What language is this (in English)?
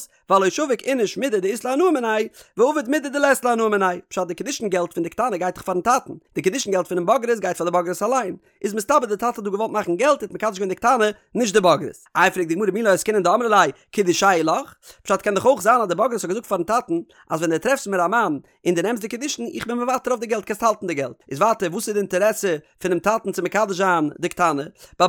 Yiddish